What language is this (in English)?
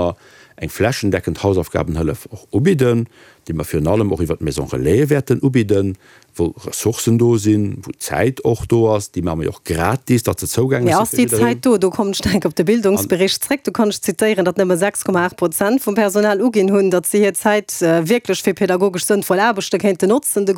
Luxembourgish